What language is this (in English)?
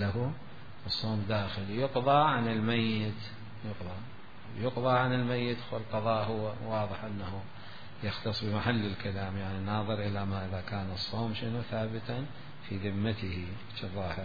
Mesopotamian Arabic